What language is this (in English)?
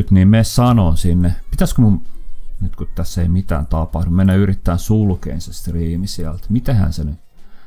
Finnish